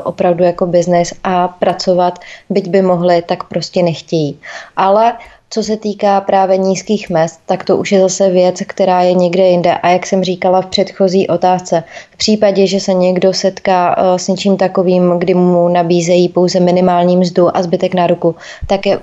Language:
Czech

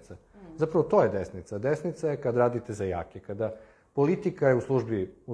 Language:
Serbian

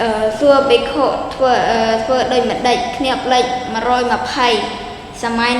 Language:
Khmer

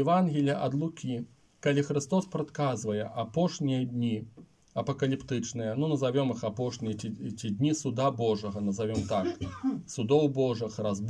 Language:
Belarusian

